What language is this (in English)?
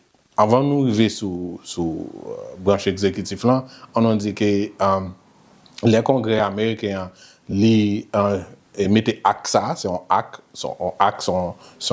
Haitian Creole